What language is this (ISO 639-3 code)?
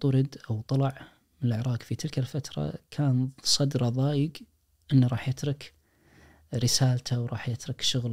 ars